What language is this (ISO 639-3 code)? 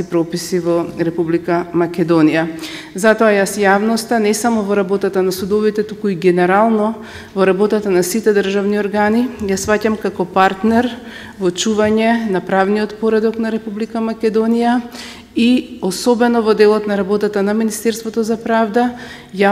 mkd